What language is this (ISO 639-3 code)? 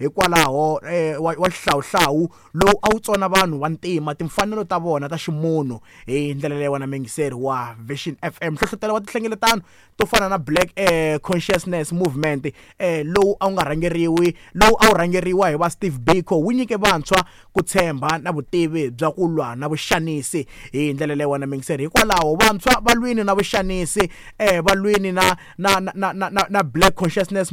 tso